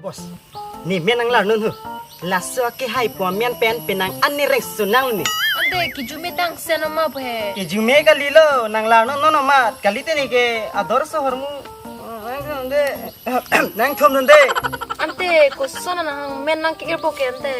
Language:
Karbi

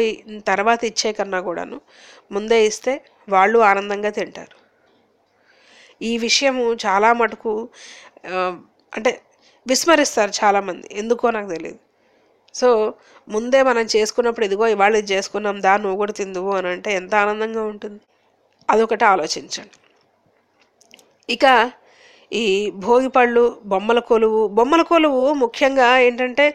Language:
Telugu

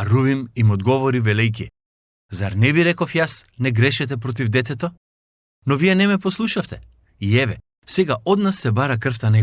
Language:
Macedonian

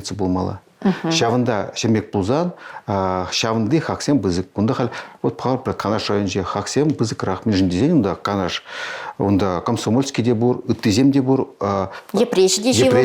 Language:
Chuvash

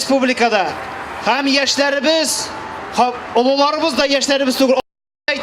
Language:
Tatar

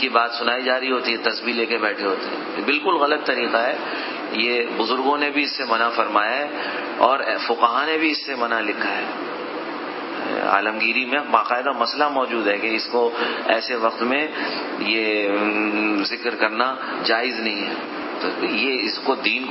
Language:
Urdu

